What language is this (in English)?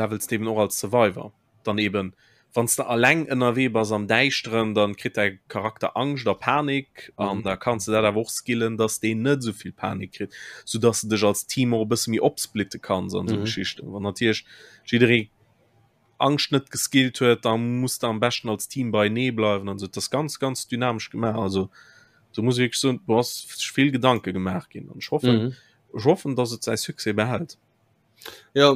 Luxembourgish